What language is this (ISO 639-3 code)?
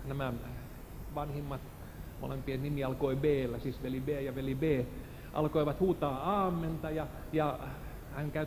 fin